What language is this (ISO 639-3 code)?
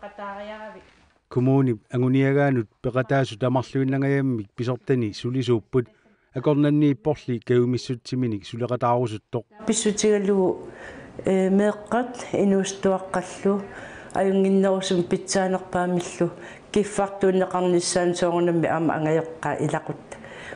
kal